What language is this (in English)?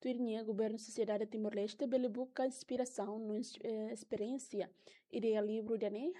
Tetum